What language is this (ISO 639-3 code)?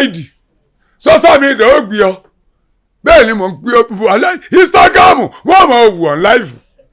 yor